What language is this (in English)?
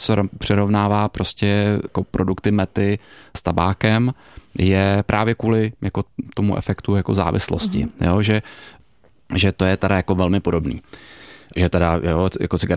Czech